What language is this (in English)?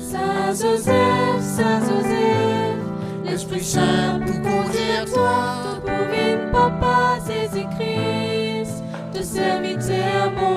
Morisyen